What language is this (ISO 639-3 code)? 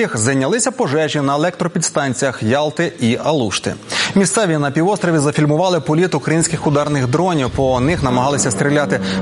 ukr